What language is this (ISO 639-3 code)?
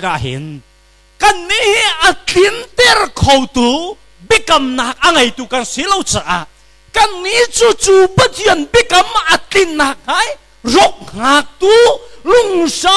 cnh